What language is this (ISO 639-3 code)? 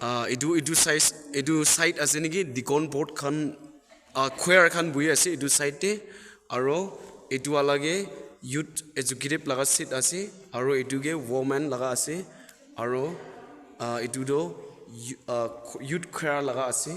nag